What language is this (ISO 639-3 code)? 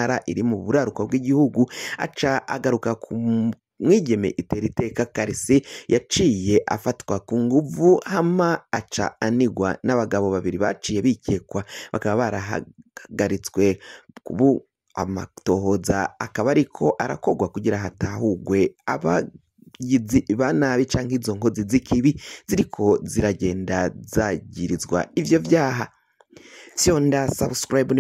run